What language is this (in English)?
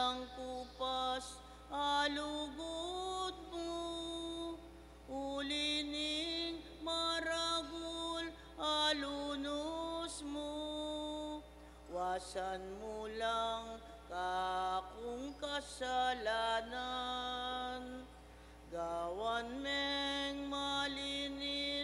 Pampanga